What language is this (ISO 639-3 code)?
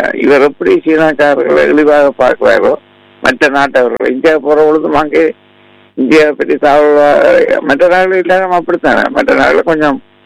tam